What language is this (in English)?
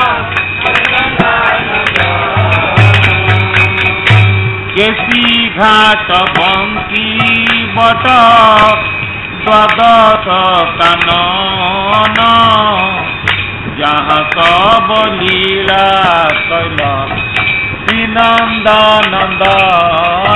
Odia